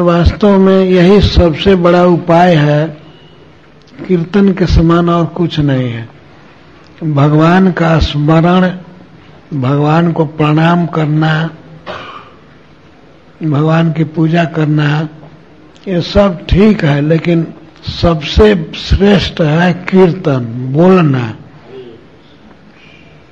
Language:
Hindi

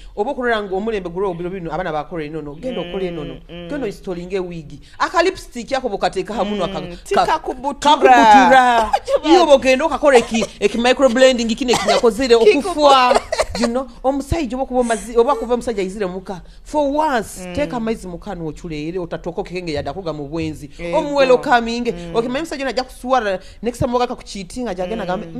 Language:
Nyoro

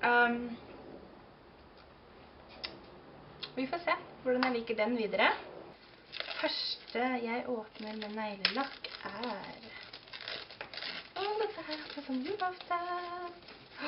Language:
Norwegian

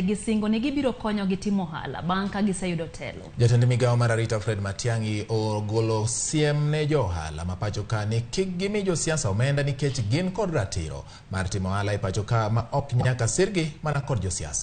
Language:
Luo (Kenya and Tanzania)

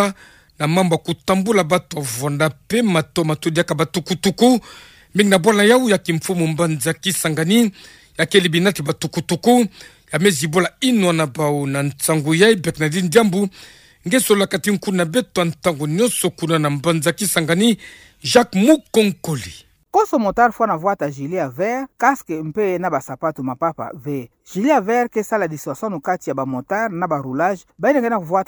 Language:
Kituba (Democratic Republic of Congo)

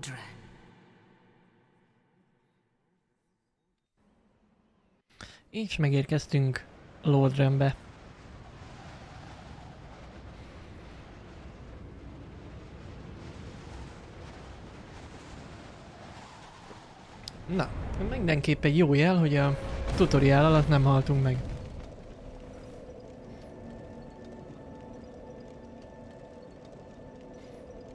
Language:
Hungarian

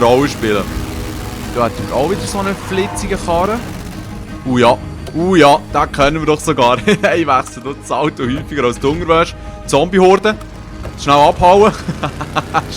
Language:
Swiss German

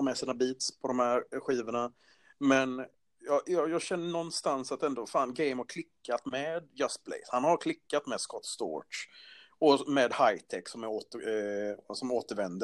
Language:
Swedish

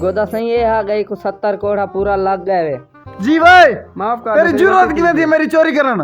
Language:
Saraiki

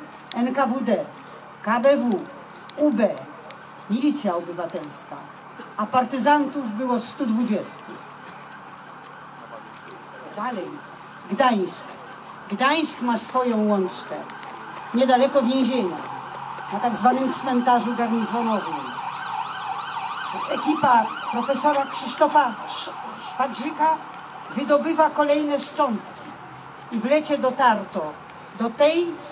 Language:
Polish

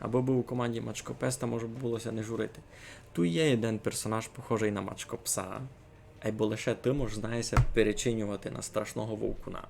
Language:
Rusyn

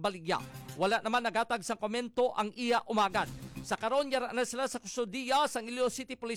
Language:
Hiligaynon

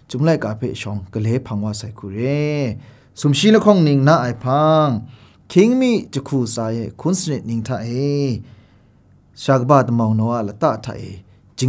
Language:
Kachin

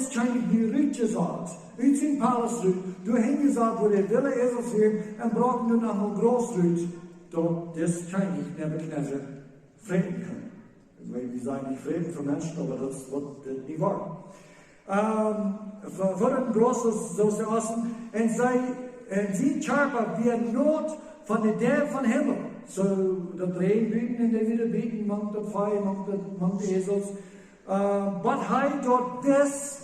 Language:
Plautdietsch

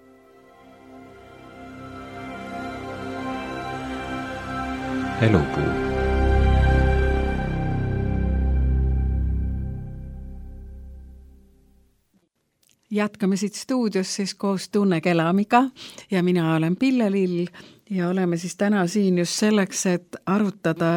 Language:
Estonian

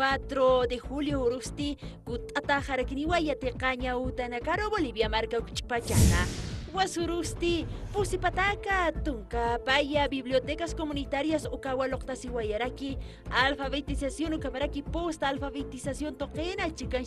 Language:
Aymara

